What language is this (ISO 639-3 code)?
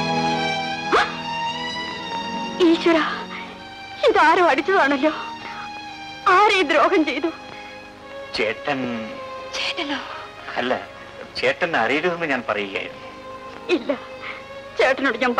mal